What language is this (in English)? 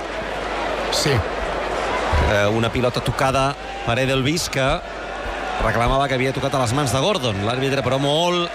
Catalan